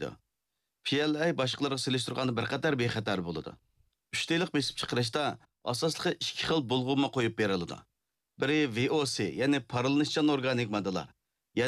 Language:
Uyghur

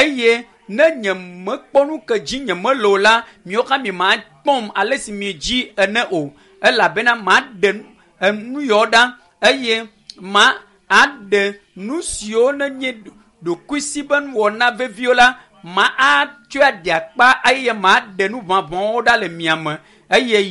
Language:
Ewe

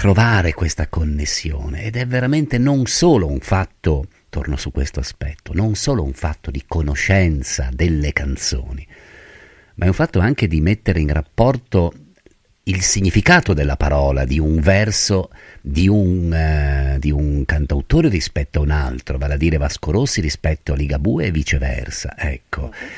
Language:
Italian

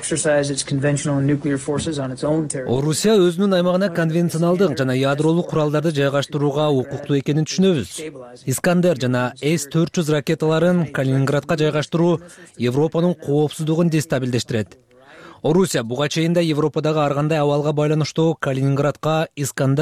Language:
Kyrgyz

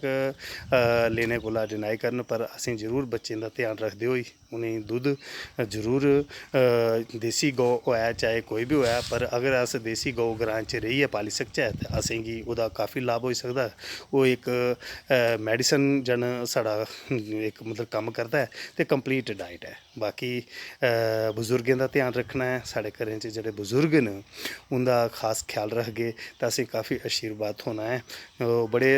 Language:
Dogri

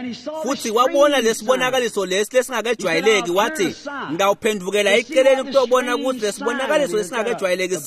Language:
Swati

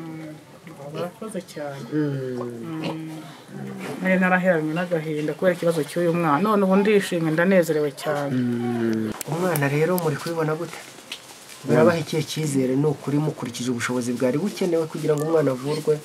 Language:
Kinyarwanda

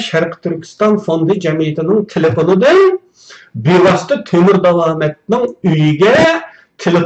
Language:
Uyghur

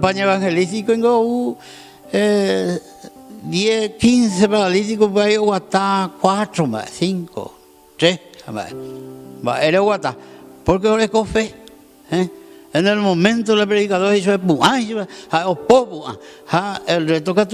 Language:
Guarani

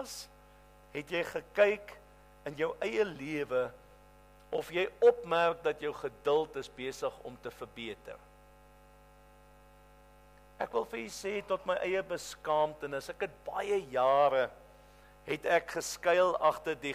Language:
Afrikaans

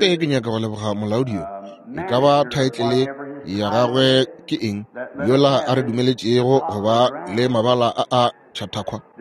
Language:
Northern Sotho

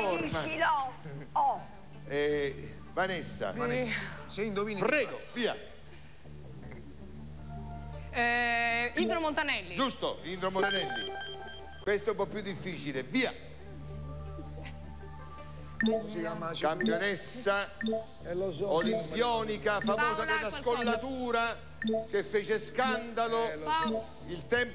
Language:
Italian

